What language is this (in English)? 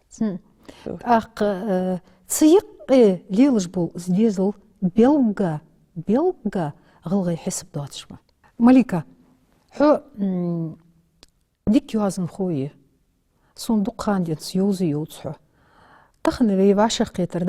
Ingush